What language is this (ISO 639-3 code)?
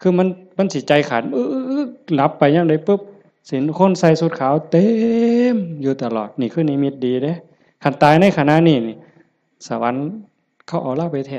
tts